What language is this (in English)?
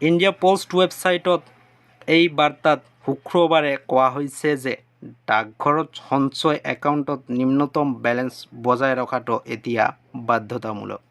Assamese